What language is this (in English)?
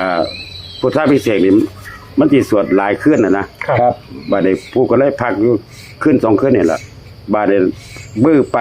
Northeastern Thai